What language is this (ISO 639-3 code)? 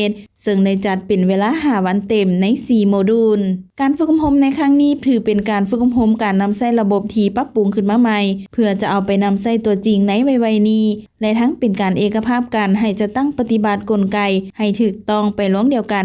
lao